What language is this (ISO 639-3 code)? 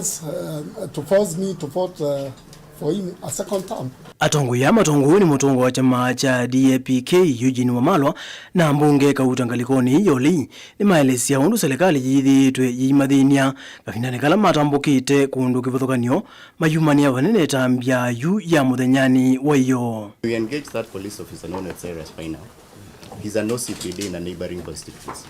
kam